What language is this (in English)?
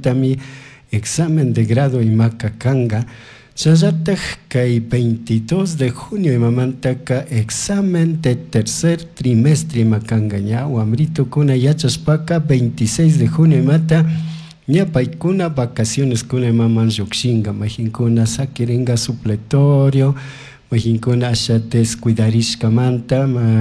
Chimborazo Highland Quichua